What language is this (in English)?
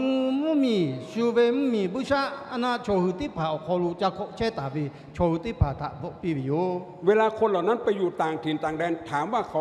Lahu